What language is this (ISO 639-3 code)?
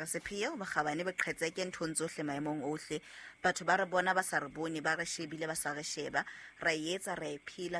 sot